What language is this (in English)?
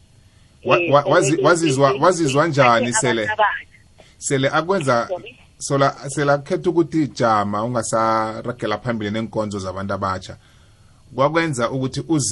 South Ndebele